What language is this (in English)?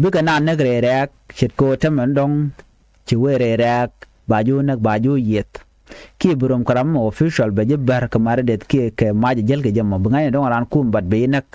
Nuer